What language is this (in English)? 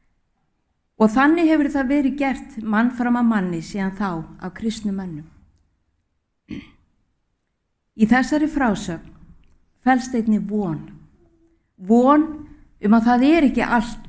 Icelandic